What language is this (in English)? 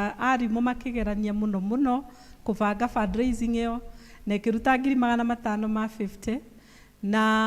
Kikuyu